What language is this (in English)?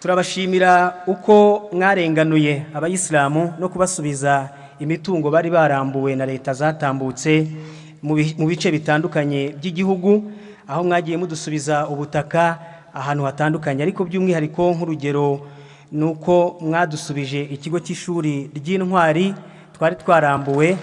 Kinyarwanda